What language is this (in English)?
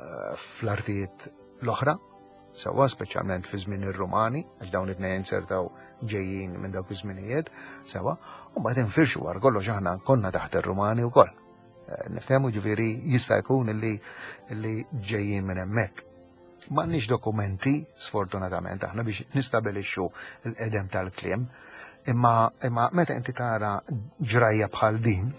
Maltese